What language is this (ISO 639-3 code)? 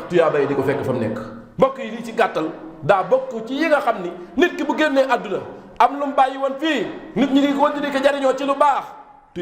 wol